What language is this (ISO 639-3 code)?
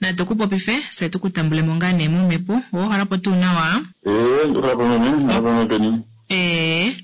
kua